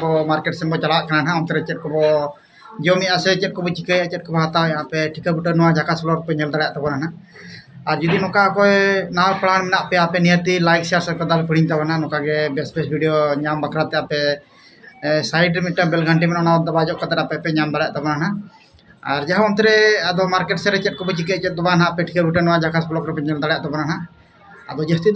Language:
Santali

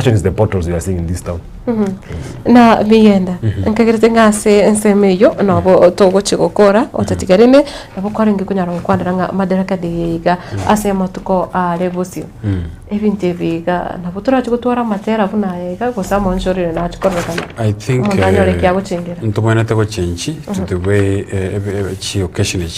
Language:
Gusii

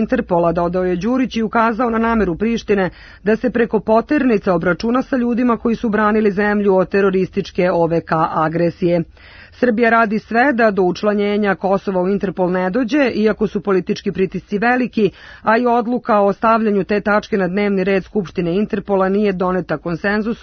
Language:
Serbian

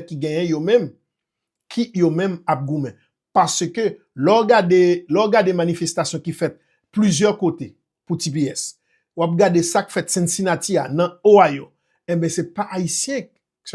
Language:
Haitian Creole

